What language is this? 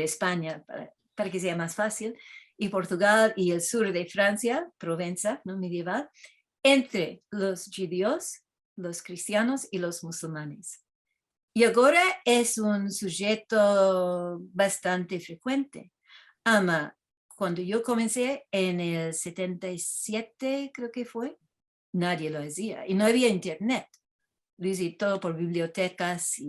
Ladino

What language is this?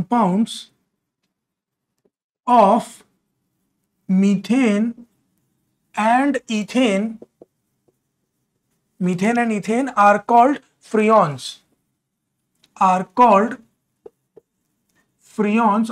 Hindi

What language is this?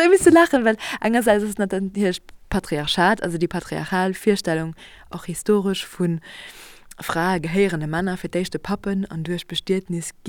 Luxembourgish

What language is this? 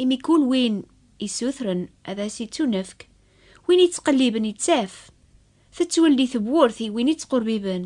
Kabyle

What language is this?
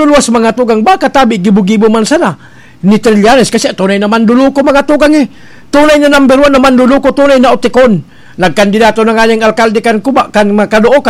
Bikol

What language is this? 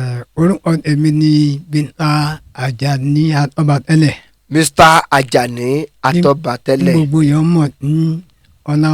Yoruba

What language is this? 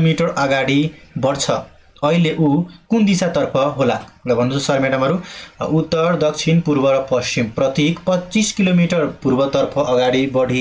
Nepali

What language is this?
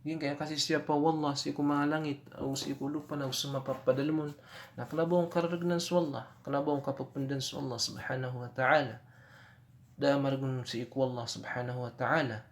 Maranao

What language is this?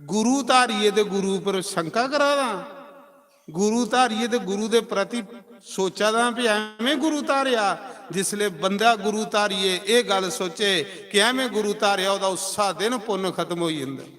Dogri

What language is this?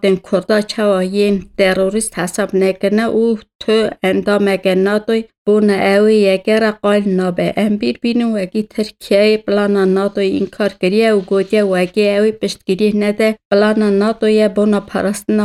Kurdish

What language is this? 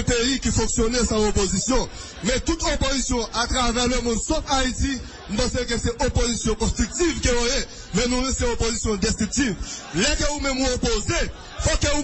Haitian Creole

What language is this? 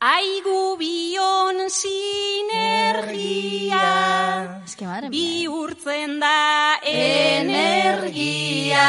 Basque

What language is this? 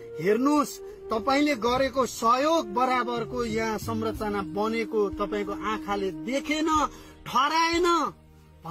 Nepali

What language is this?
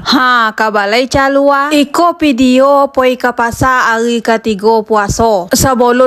Minangkabau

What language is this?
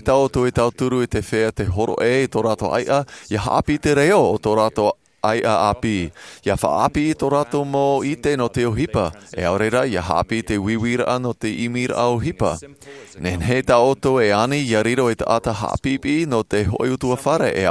Tahitian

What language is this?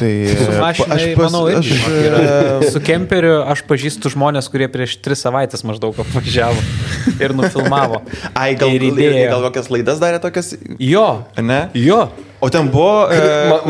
Lithuanian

